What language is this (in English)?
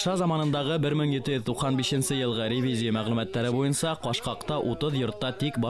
Bashkir